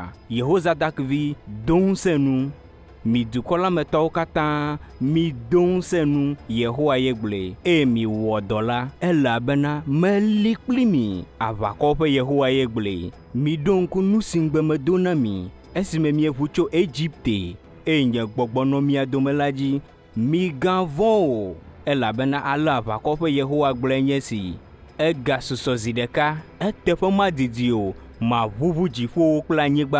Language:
Ewe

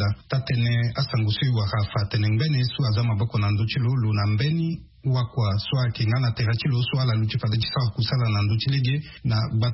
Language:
Sango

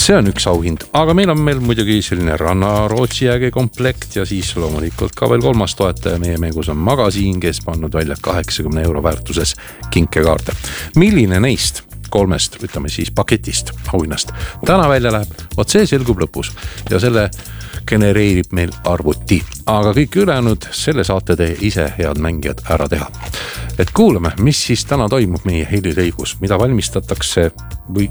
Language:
Estonian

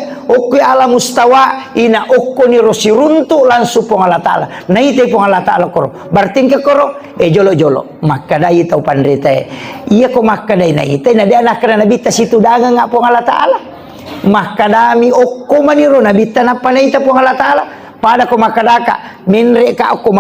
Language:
Buginese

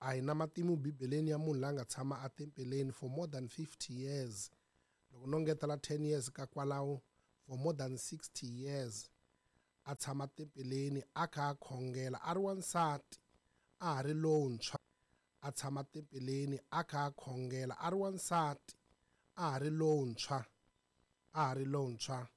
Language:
Tsonga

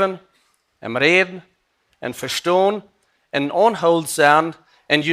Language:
Plautdietsch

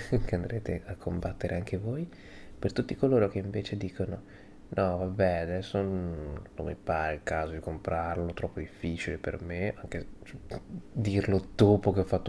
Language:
Italian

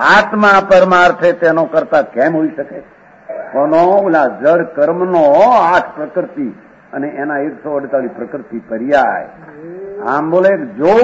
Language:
Gujarati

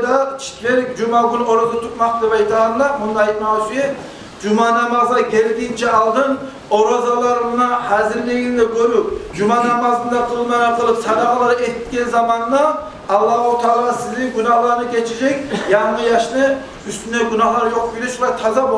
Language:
Kumyk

